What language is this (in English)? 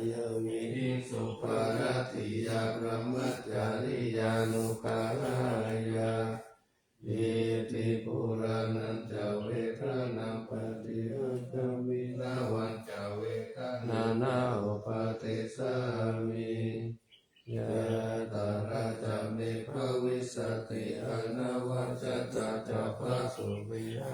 Pali